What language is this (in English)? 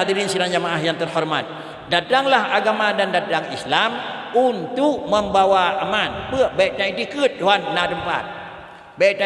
Achinese